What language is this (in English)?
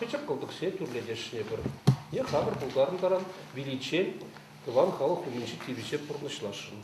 Chuvash